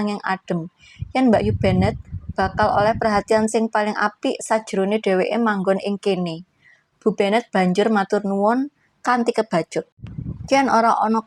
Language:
Javanese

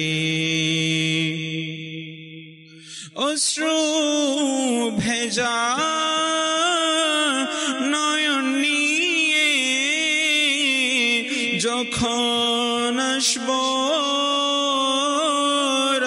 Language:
Bangla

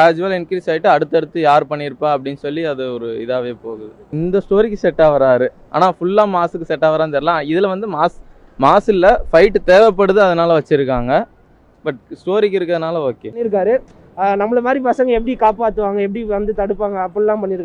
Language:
Tamil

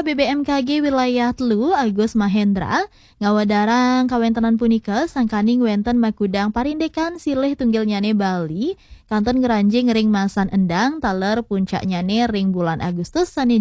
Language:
Balinese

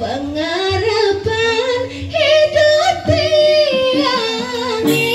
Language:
Balinese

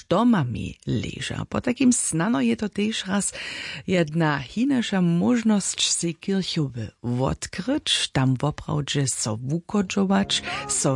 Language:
Upper Sorbian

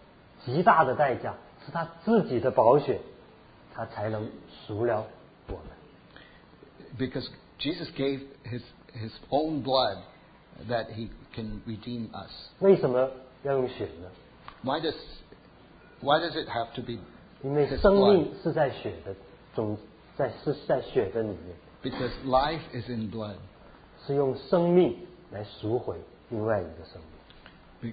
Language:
Chinese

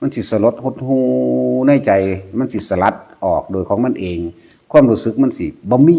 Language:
Northeastern Thai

